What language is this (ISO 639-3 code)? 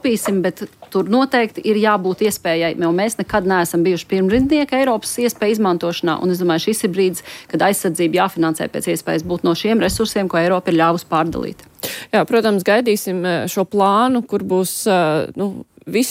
lav